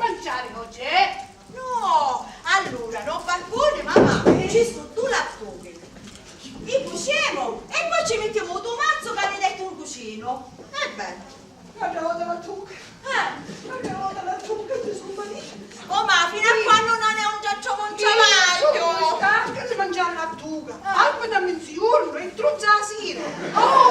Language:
Sicilian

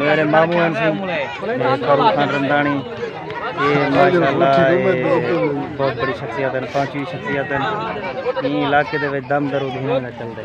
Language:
Saraiki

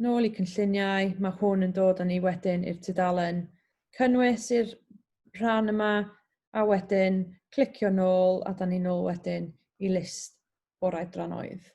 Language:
Welsh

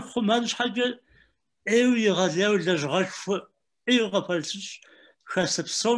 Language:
Kabardian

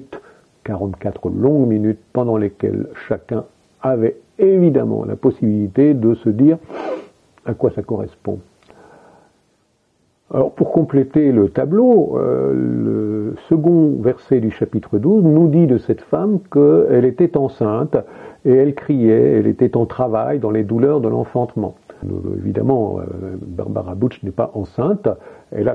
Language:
French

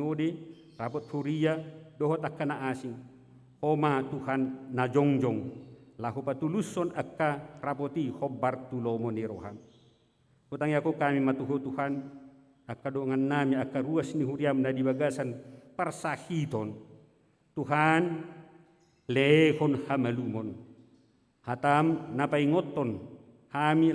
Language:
Batak Toba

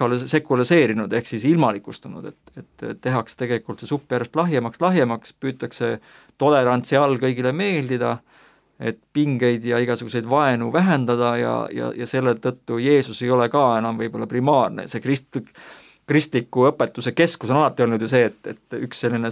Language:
Estonian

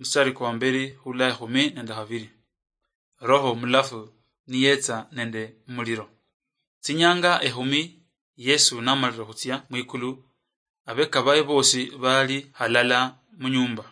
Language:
Luyia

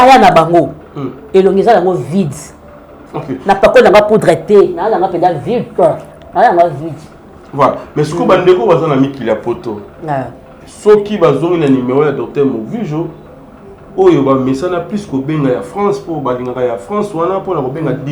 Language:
Lingala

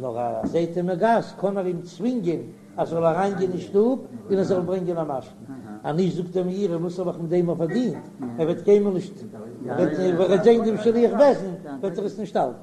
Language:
Yiddish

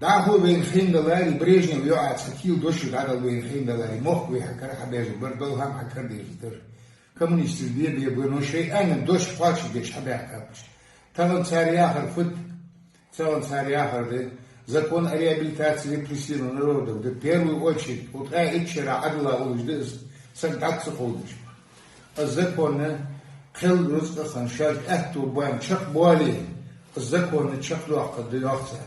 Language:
Ingush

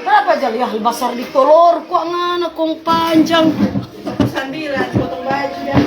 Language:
Manado Malay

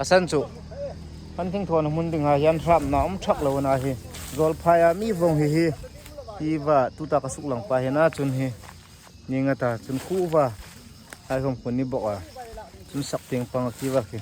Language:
Hmar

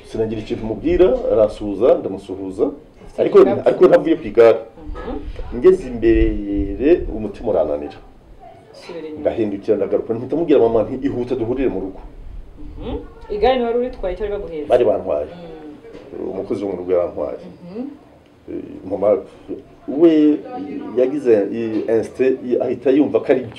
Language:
Kinyarwanda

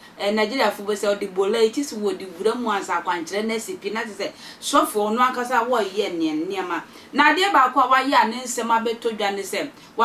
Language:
Akan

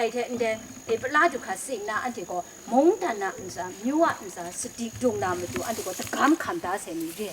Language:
Kachin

